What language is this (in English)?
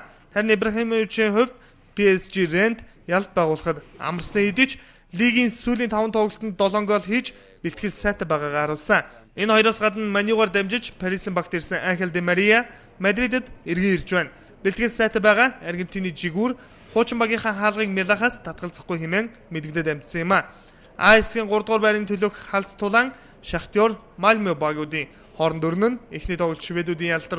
Mongolian